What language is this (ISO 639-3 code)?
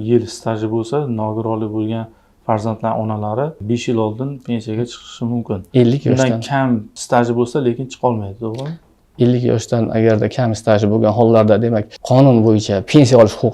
uzb